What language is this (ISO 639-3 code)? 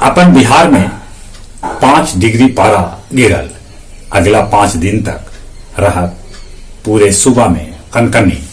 mag